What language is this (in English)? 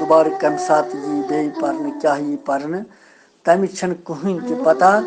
Kashmiri